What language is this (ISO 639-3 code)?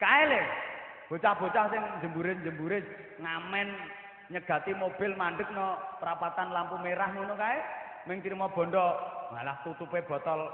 jav